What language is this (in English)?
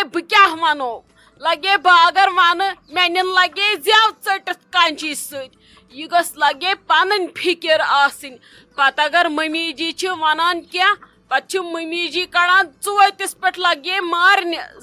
Kashmiri